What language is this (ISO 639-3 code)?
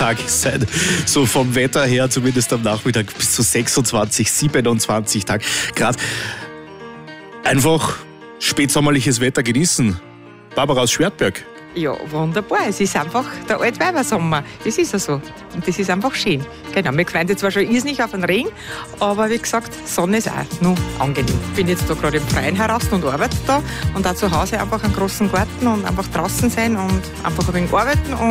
deu